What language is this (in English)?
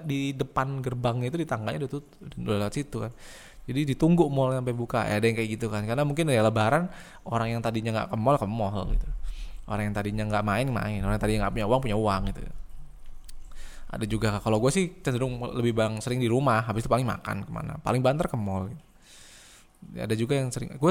Indonesian